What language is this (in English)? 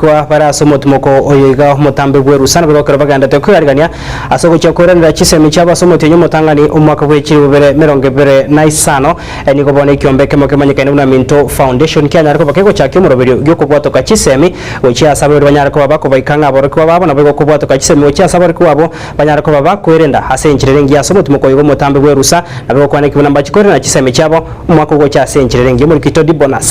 Gusii